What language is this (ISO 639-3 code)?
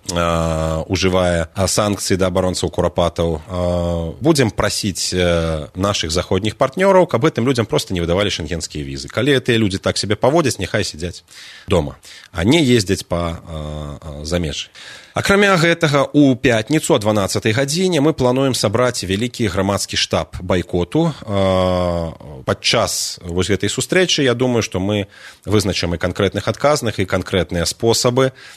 bel